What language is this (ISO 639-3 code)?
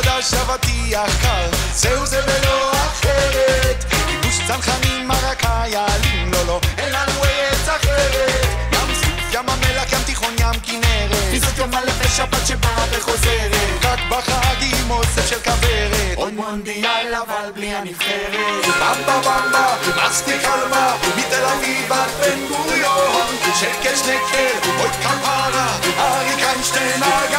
heb